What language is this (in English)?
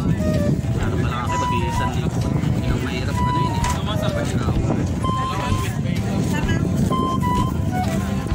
Filipino